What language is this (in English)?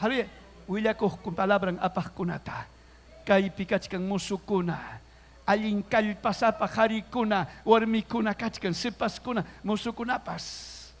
Ayacucho Quechua